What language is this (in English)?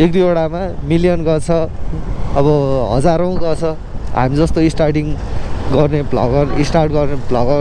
Nepali